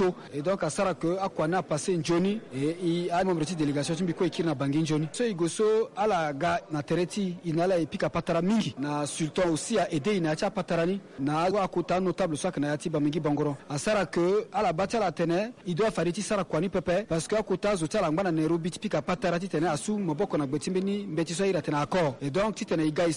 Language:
Sango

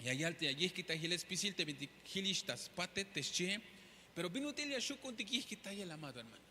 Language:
Tzeltal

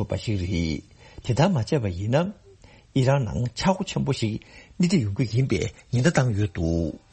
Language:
Tibetan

